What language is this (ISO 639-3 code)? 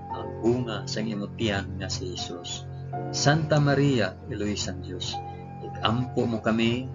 hil